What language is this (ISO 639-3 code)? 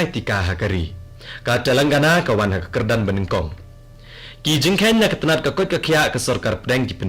kha